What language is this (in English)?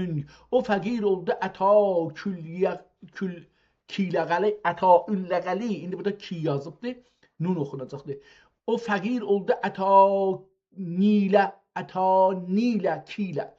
South Azerbaijani